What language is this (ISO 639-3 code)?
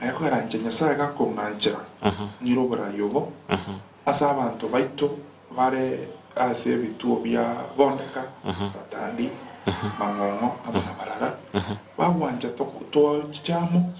guz